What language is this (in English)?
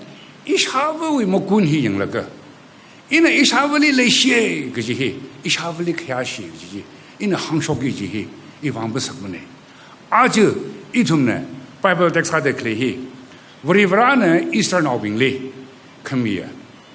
Tangkhul Naga (India)